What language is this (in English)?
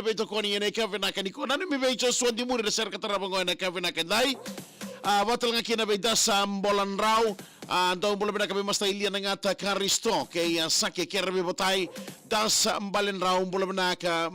Fijian